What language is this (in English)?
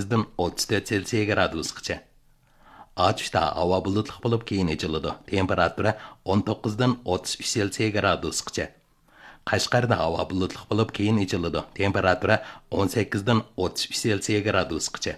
Uyghur